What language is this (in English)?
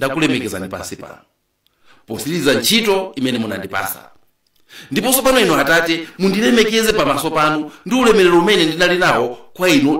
Nyanja